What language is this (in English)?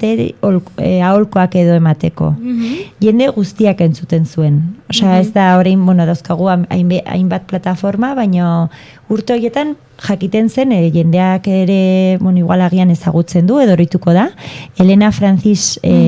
Basque